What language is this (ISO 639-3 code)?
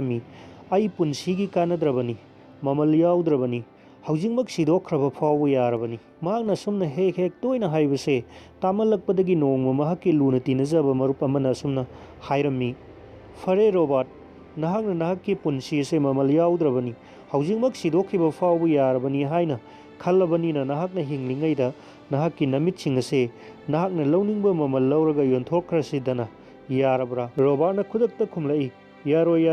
mni